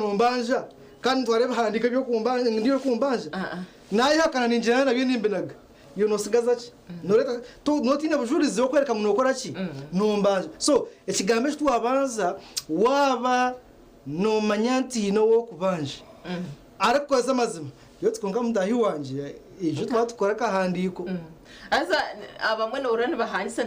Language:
Nyankole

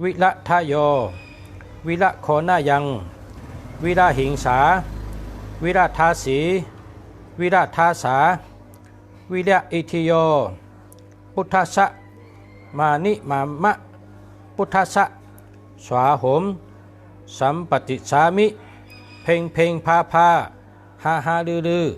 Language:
Shan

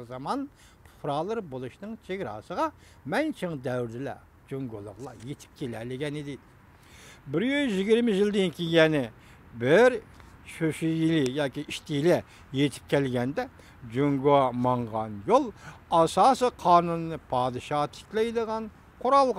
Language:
Uyghur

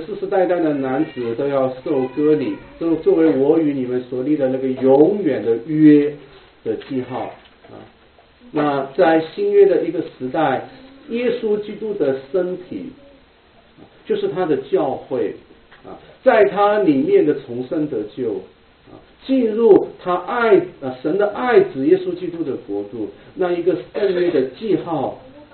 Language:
Chinese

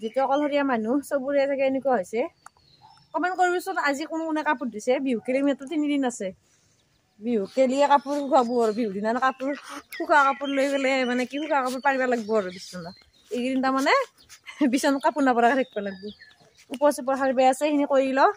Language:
Assamese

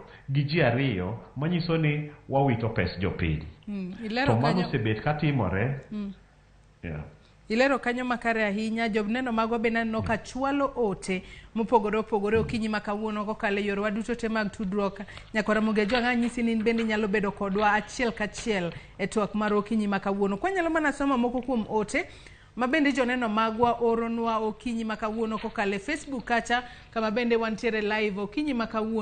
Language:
Luo (Kenya and Tanzania)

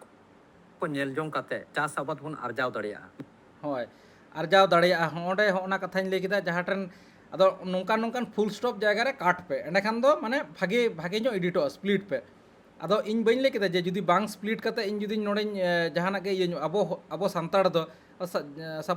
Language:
Santali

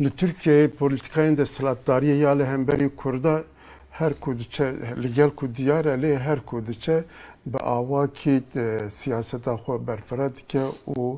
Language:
Kurdish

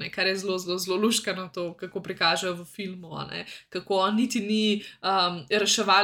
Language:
Slovenian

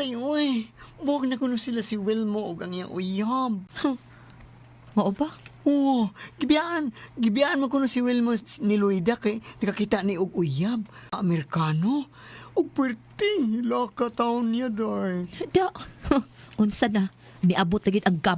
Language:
Cebuano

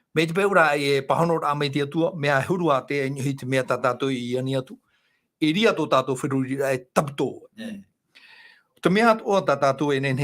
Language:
Tahitian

